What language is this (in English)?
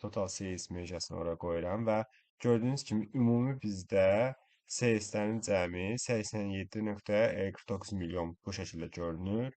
Azerbaijani